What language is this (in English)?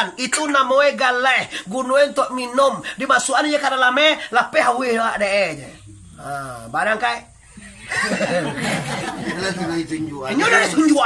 Minangkabau